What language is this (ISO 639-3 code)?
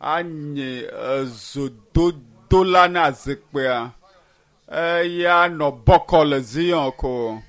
ewe